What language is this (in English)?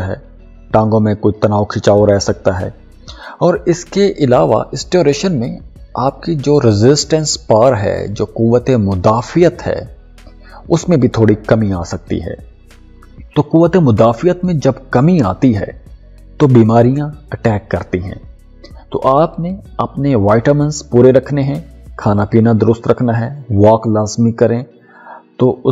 Urdu